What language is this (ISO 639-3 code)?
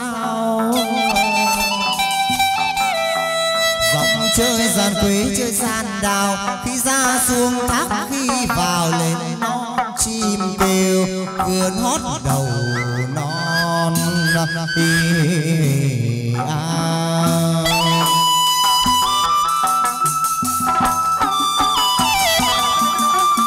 vie